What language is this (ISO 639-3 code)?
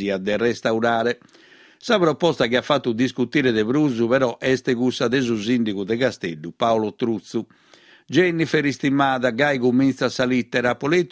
srd